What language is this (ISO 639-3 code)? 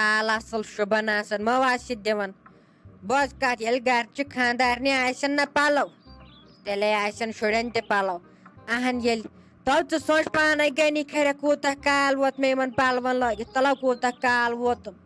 kas